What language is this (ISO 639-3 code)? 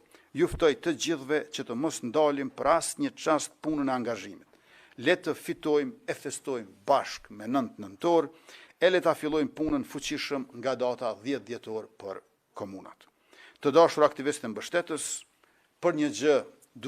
sqi